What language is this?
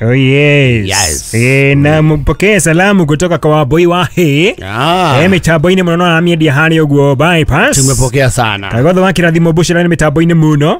Kikuyu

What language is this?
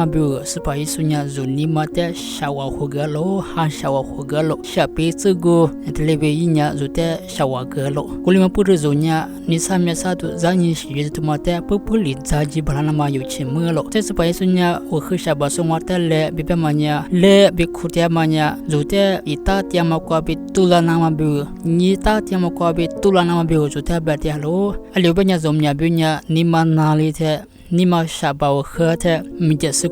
Lisu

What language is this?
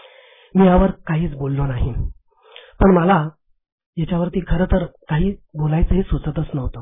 Marathi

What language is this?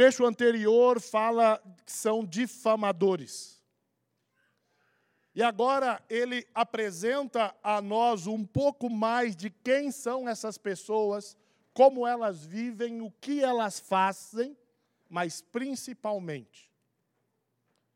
Portuguese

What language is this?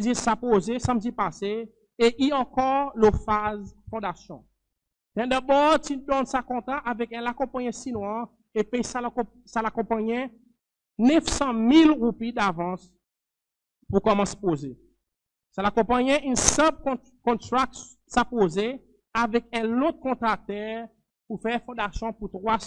Seselwa Creole French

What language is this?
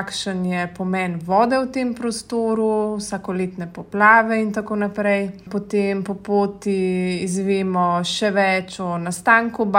Slovenian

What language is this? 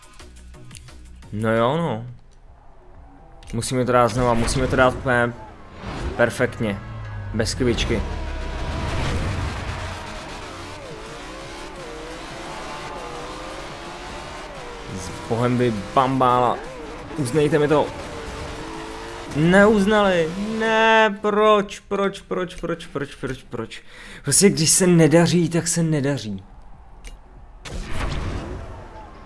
Czech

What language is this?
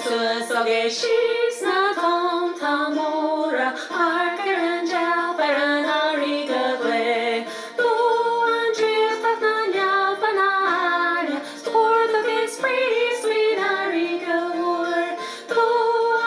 Irish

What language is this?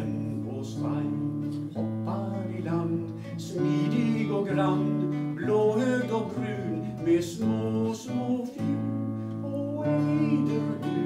Swedish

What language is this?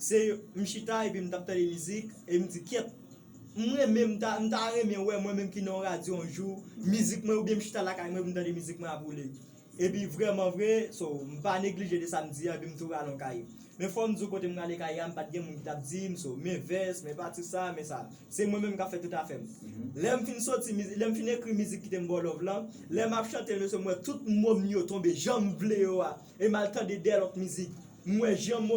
Haitian Creole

